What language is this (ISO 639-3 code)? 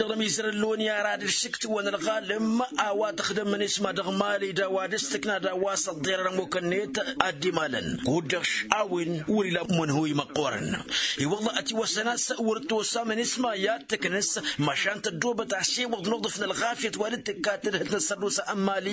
taq